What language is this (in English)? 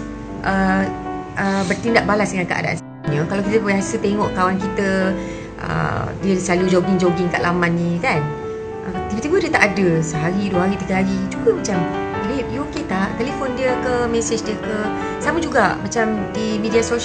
Malay